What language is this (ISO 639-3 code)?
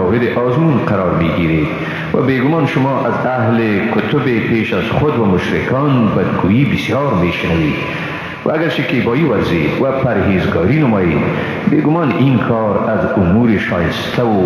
fas